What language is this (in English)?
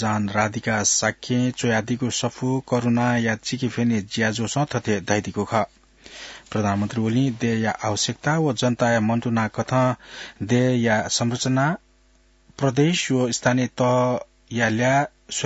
Newari